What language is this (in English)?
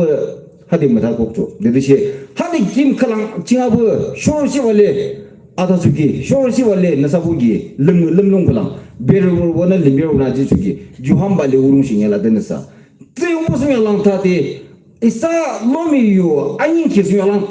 Yimchungru Naga